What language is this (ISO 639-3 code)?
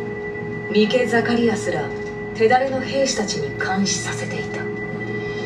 jpn